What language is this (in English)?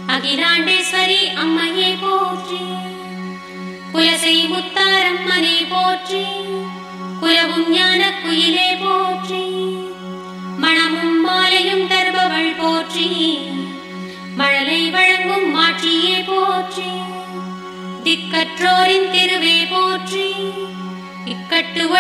Tamil